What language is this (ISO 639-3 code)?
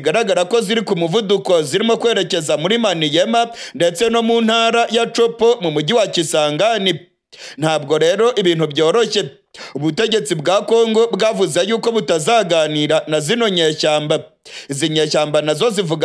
kin